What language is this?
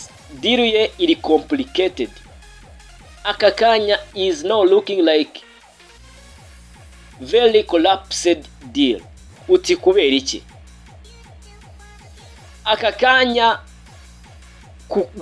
Kinyarwanda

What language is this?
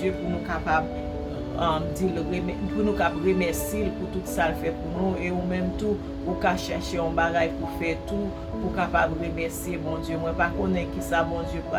Haitian Creole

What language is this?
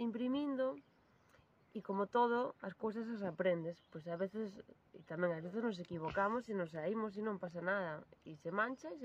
Galician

